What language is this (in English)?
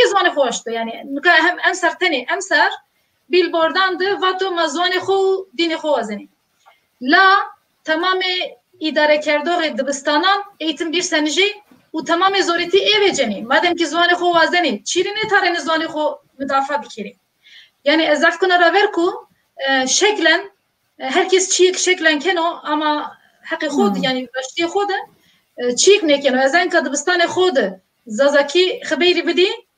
Zaza